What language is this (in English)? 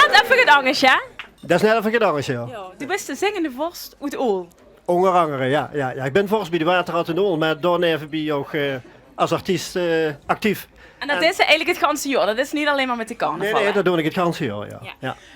Limburgish